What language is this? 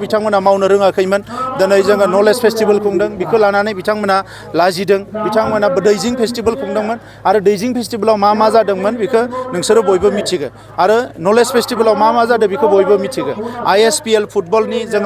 Bodo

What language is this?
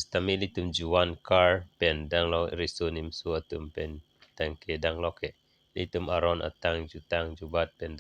Karbi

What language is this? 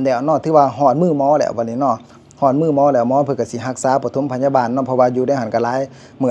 Lao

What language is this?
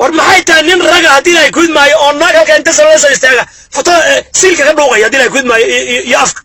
Somali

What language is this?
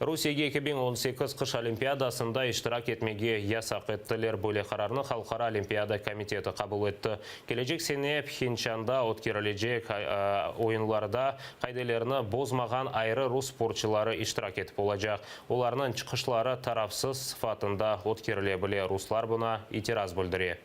Crimean Tatar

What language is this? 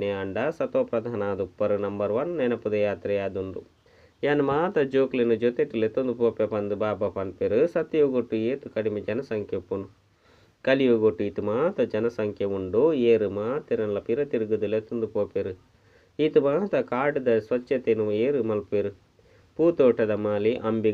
Tulu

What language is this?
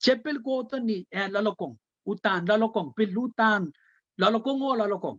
Pohnpeian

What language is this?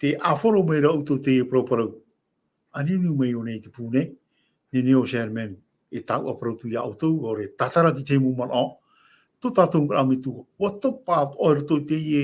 Tahitian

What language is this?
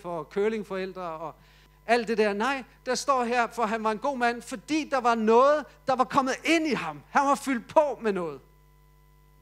Danish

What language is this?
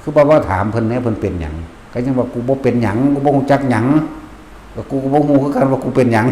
Northeastern Thai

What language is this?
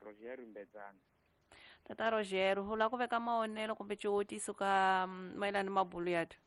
Tsonga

